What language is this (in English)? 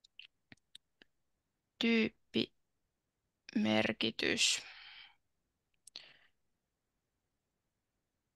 Finnish